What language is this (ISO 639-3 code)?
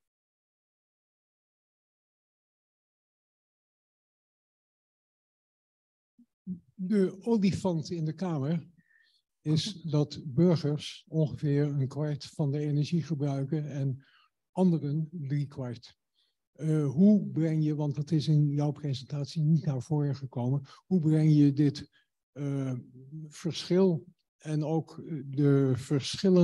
nld